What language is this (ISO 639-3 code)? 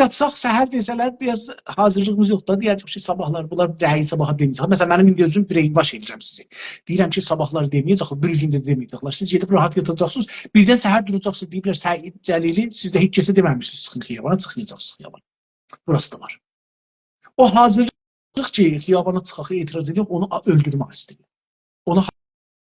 azb